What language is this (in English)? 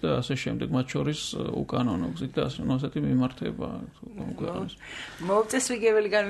Georgian